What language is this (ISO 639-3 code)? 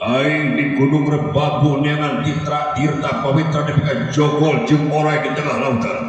sun